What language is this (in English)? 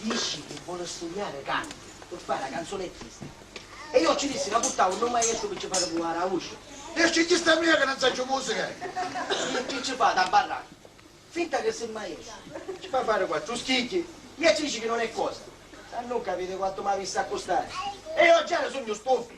Sicilian